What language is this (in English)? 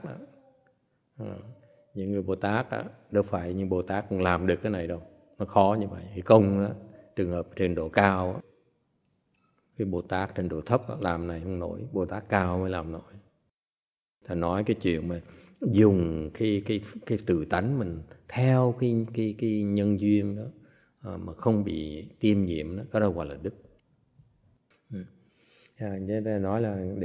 Vietnamese